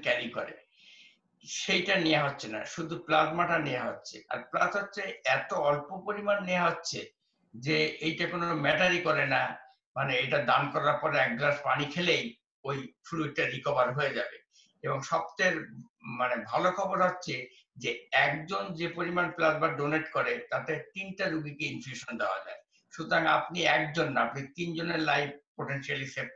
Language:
Bangla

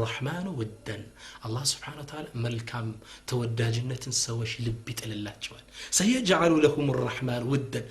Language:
Amharic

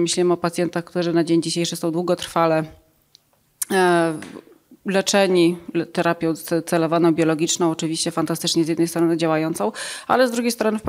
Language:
Polish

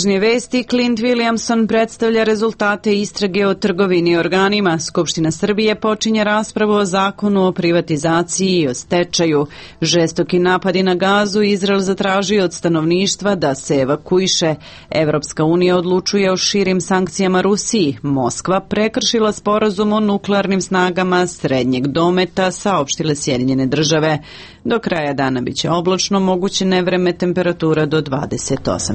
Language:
Serbian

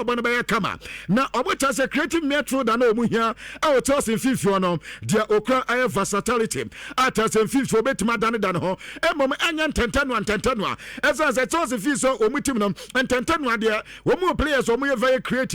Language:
Akan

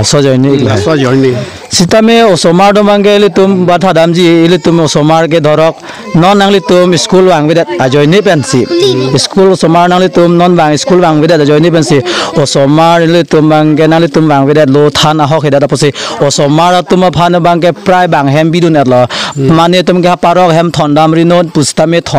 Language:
Karbi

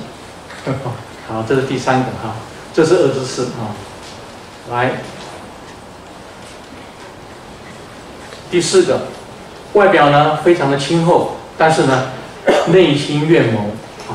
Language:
Chinese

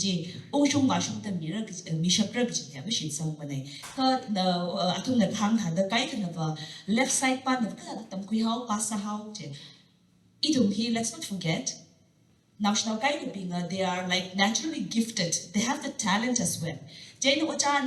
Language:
Tangkhul Naga (India)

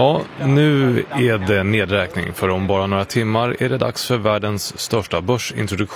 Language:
Swedish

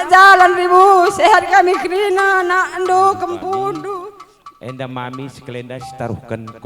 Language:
Batak Karo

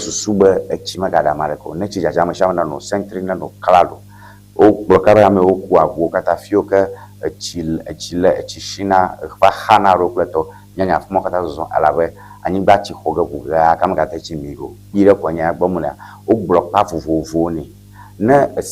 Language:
Ewe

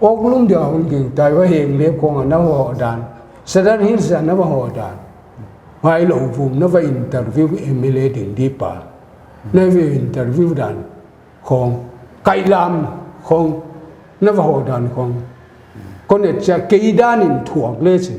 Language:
Paite Chin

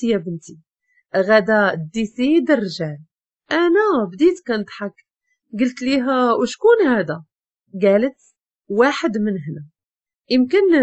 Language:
Moroccan Arabic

